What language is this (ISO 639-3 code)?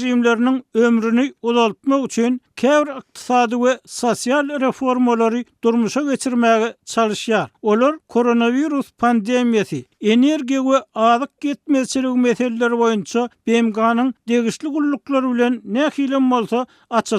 tuk